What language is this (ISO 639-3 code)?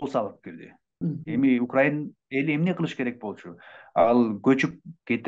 kir